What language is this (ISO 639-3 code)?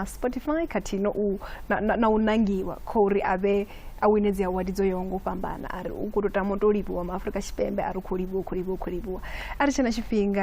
ven